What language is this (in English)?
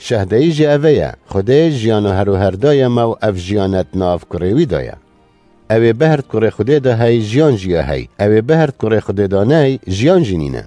Kurdish